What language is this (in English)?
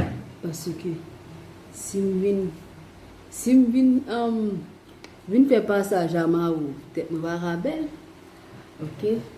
Haitian Creole